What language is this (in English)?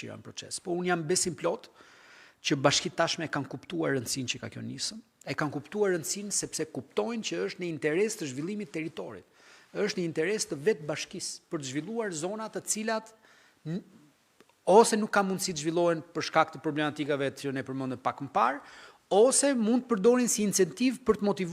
Albanian